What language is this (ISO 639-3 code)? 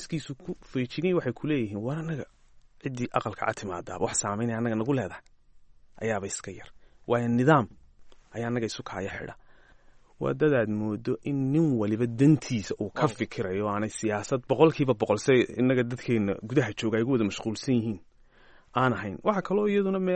som